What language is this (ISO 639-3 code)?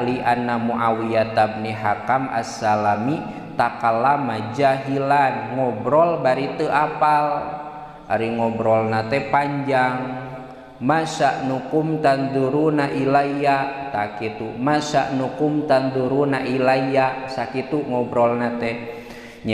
sun